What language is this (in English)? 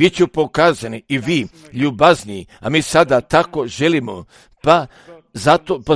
Croatian